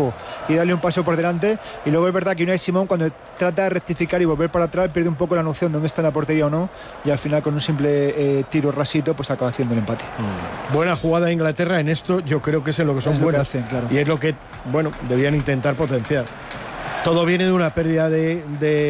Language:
Spanish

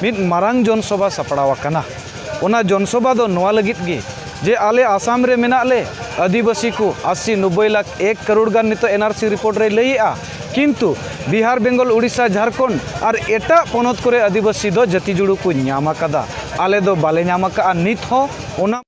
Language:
Santali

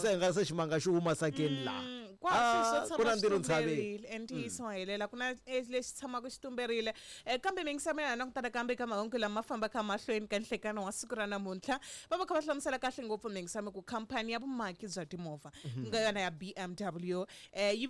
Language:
Tsonga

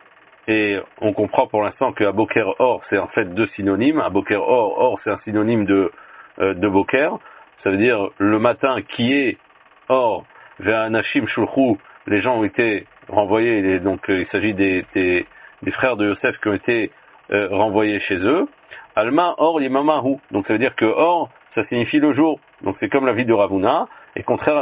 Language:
French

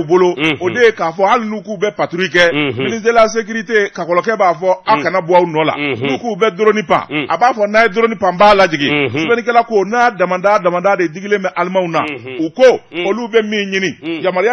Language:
Bambara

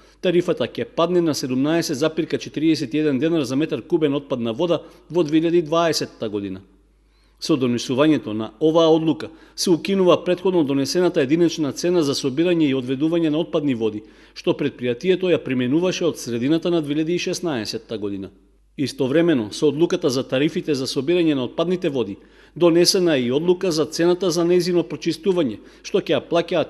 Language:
Macedonian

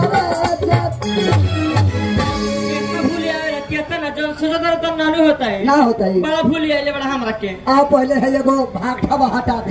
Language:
Bhojpuri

